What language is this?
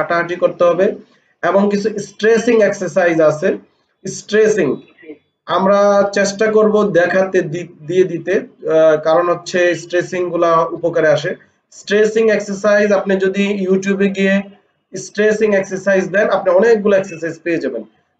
Bangla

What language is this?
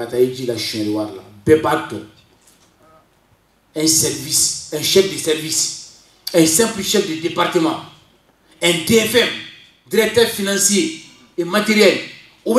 French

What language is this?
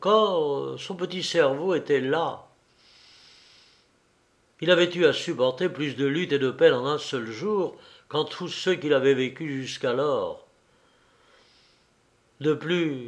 French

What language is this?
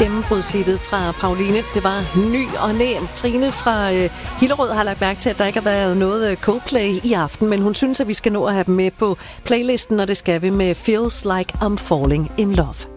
Danish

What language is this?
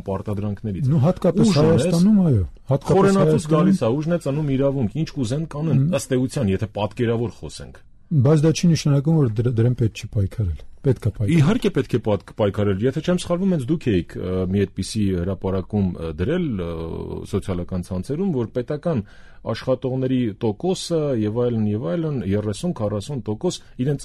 Armenian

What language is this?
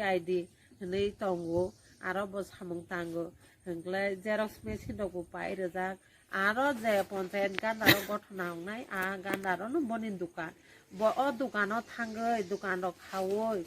Kok Borok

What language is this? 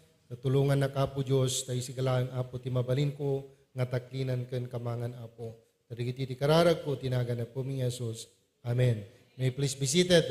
Iloko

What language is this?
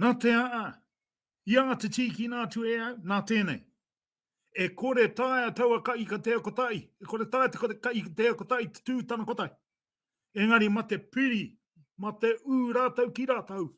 Māori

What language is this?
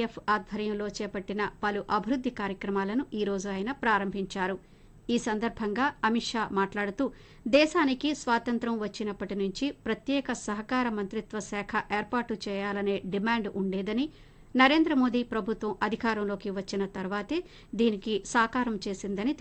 Telugu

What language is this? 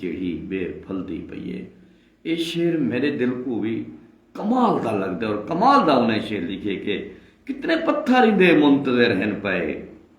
Saraiki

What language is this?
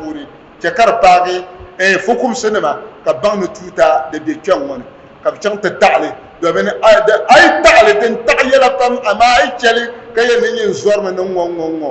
Dagbani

